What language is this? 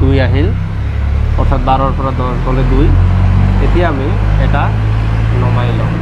Assamese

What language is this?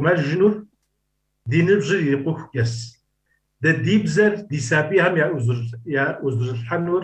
Kabardian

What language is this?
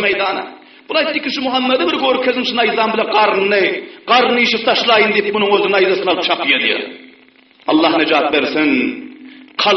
Turkmen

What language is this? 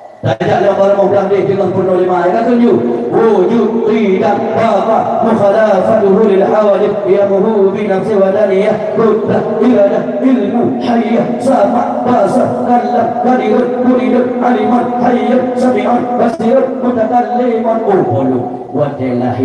Achinese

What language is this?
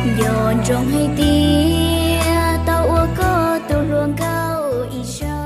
Hmong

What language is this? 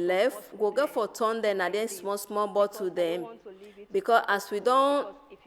Nigerian Pidgin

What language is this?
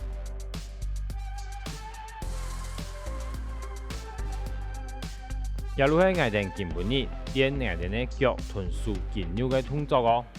Hakka Chinese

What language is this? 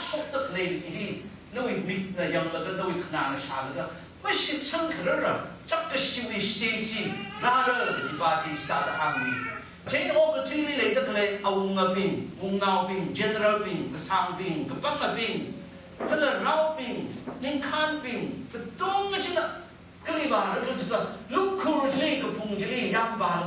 Tangkhul Naga (India)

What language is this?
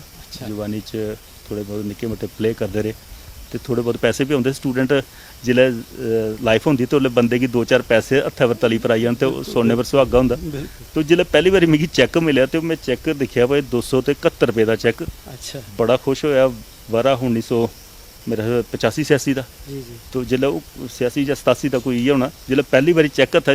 Dogri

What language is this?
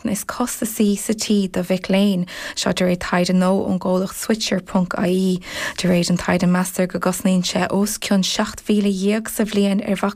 Irish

